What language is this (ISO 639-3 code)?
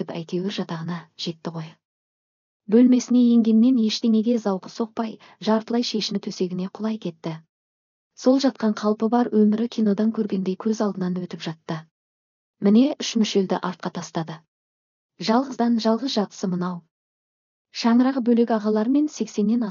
kaz